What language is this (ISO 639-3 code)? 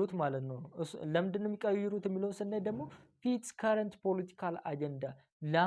amh